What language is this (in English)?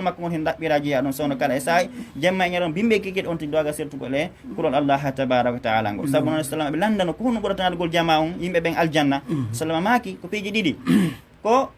Fula